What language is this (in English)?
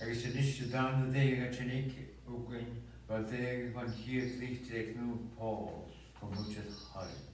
Scottish Gaelic